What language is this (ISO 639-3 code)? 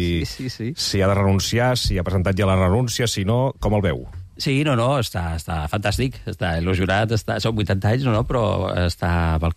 cat